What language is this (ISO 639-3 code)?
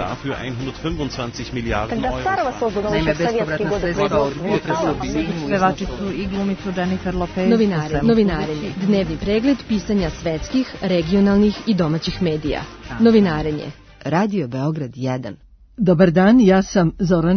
srp